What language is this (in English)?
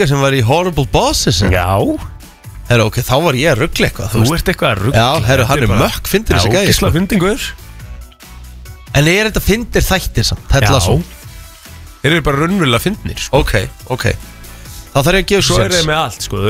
Icelandic